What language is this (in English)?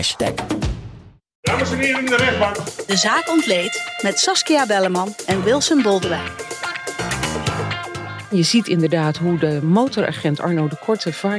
Dutch